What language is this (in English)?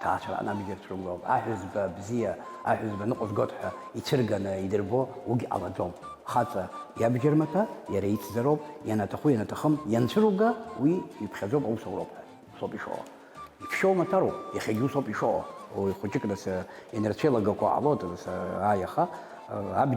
Abkhazian